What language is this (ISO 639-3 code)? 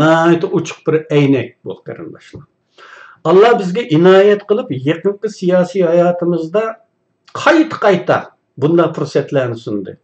uig